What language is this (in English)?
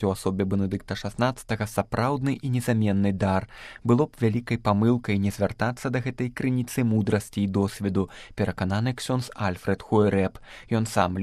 Belarusian